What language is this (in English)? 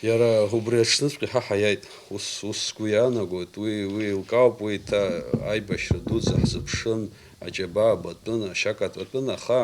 Abkhazian